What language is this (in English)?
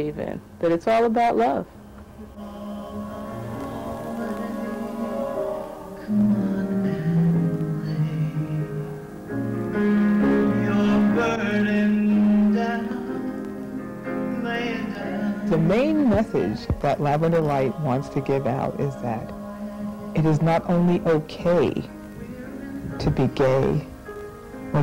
English